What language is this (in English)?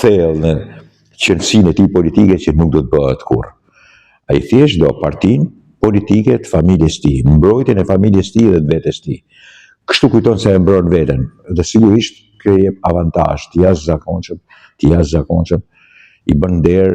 Albanian